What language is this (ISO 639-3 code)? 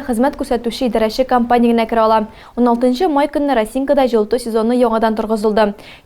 tat